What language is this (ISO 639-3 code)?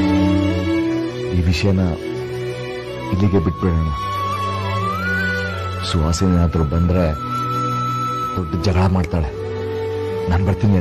kan